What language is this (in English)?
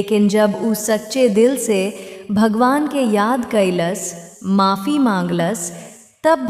Bhojpuri